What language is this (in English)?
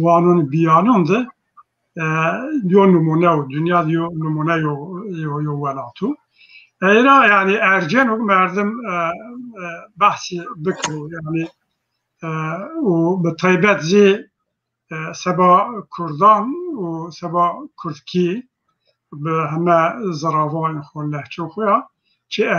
Zaza